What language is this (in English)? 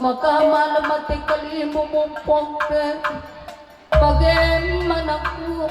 Batak Karo